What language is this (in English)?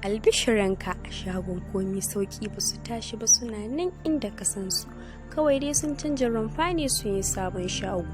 Hausa